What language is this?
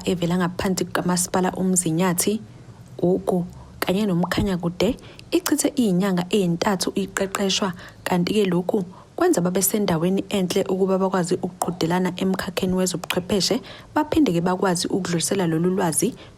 Zulu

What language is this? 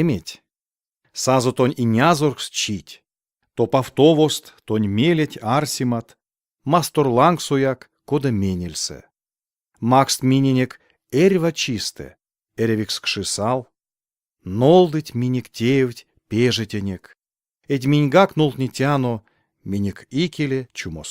Erzya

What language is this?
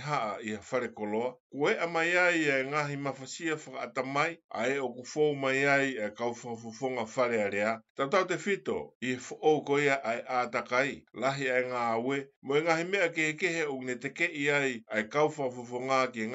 Tongan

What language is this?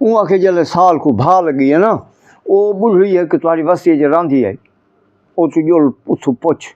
Saraiki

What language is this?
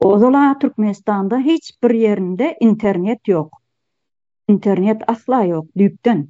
Turkmen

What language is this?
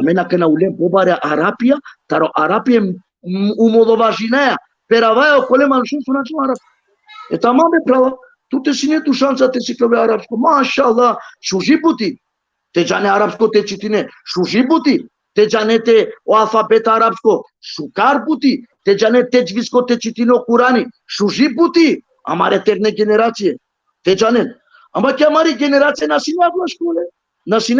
Balkan Romani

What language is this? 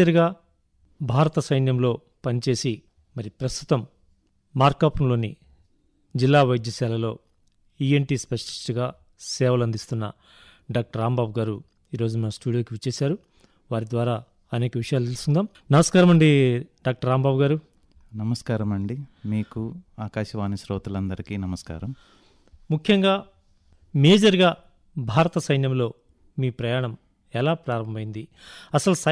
Telugu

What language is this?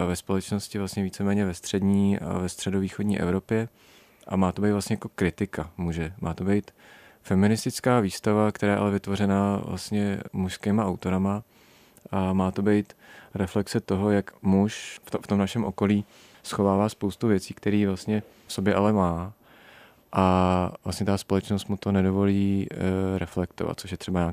Czech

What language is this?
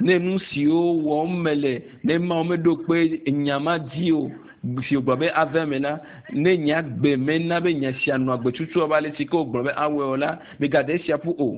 Ewe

